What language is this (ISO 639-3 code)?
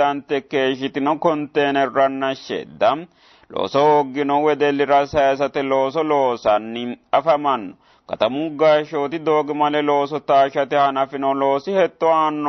sid